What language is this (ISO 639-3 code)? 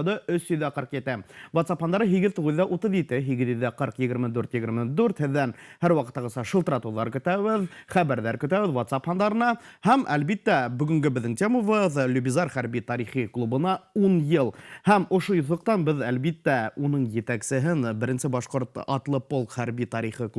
bak